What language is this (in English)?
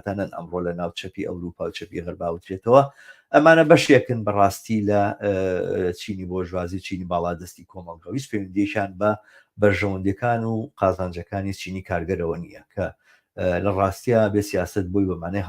Central Kurdish